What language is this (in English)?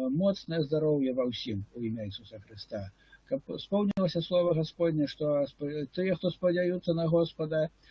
Belarusian